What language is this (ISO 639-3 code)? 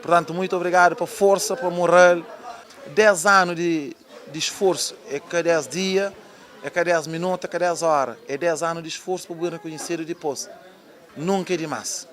kea